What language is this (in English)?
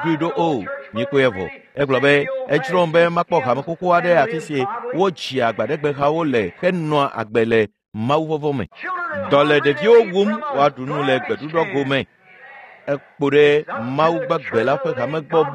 Ewe